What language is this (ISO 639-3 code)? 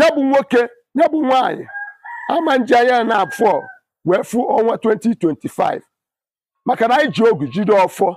ibo